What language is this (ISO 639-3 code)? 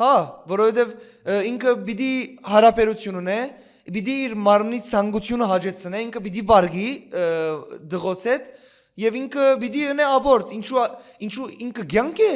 hyw